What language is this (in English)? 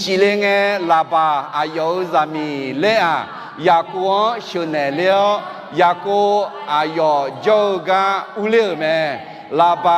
Akha